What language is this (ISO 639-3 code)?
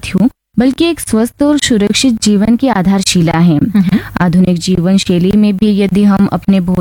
hin